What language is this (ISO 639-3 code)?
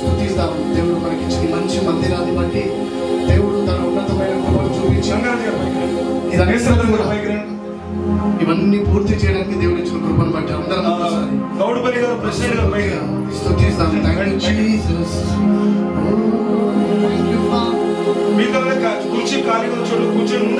tel